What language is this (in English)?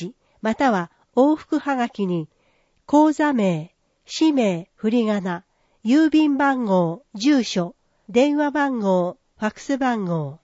Japanese